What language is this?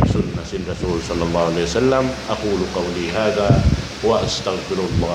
Tausug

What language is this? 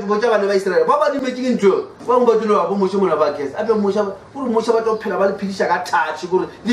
Northern Sotho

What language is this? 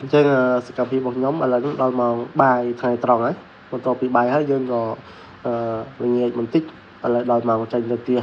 Khmer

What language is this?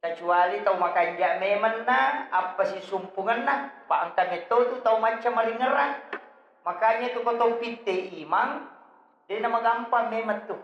Buginese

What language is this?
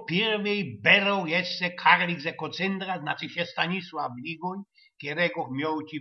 Silesian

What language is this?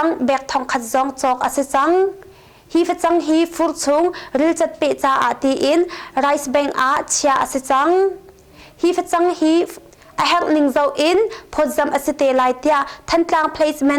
Hakha Chin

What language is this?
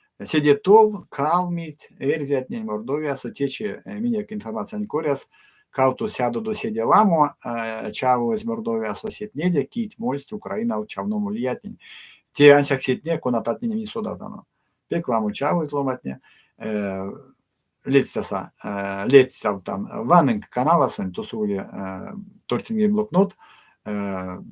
Erzya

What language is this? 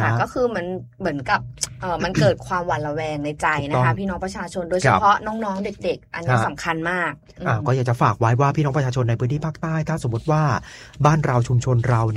Thai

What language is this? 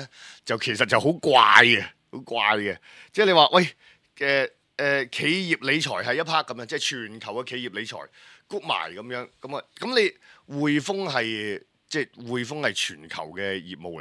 Cantonese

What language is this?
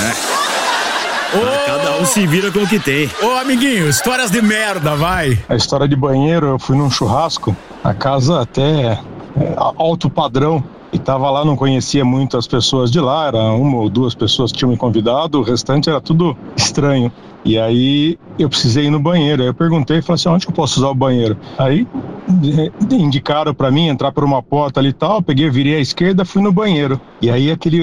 Portuguese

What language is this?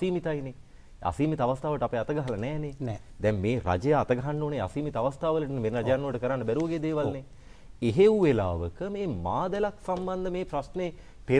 Sinhala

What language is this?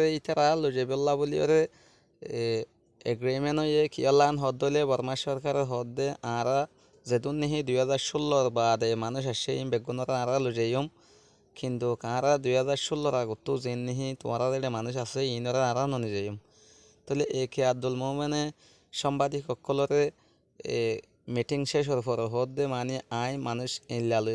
Rohingya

